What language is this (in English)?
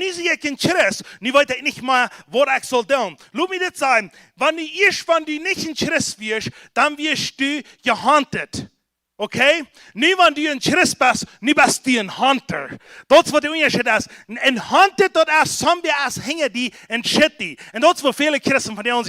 Plautdietsch